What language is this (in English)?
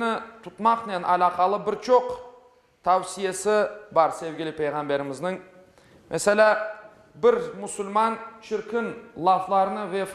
Crimean Tatar